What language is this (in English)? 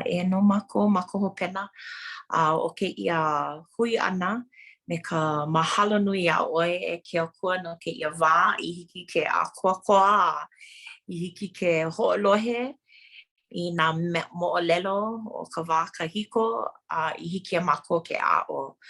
Hawaiian